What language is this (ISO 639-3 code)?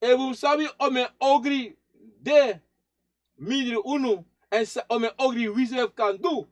srn